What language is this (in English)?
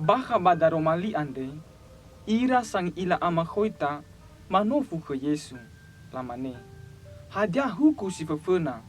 Nias